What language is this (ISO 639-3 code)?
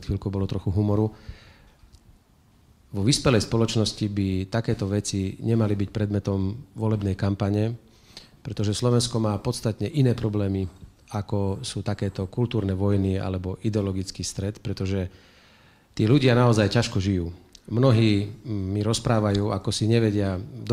slk